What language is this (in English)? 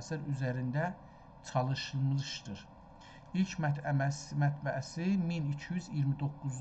South Azerbaijani